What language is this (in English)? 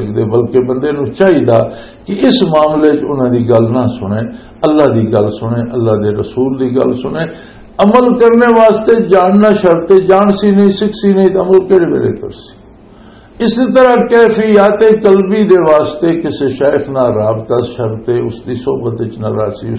Western Panjabi